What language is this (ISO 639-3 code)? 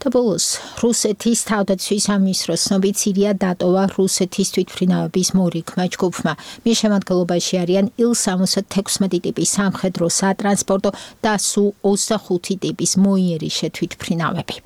kat